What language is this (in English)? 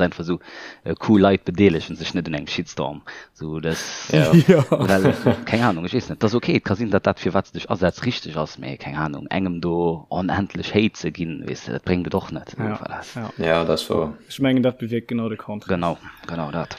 Luxembourgish